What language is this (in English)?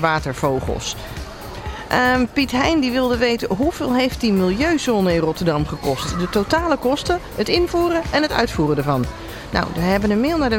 Dutch